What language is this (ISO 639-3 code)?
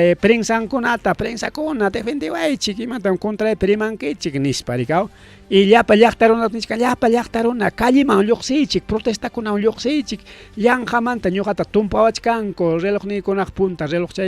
quy